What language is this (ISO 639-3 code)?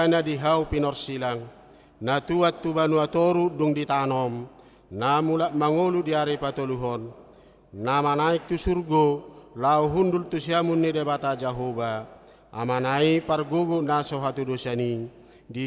bbc